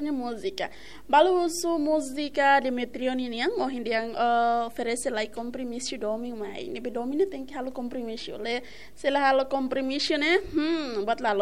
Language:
Tetum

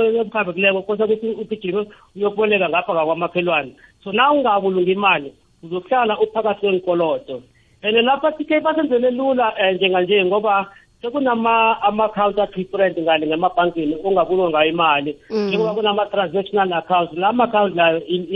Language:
South Ndebele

